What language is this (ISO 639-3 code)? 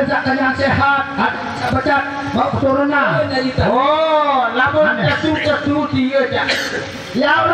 sas